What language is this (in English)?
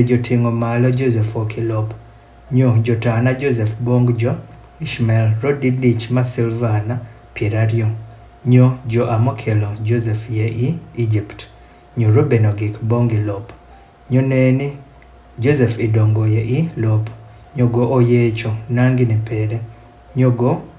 Adhola